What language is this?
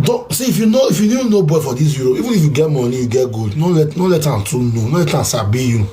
Nigerian Pidgin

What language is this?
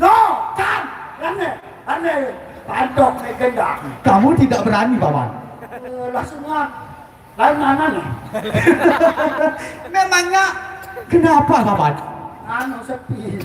Sasak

